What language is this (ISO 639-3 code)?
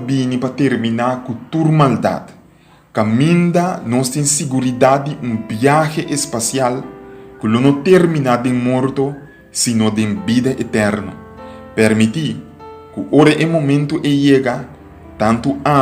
pap